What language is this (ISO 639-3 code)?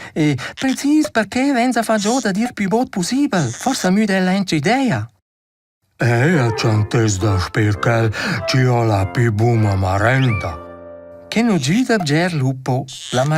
roh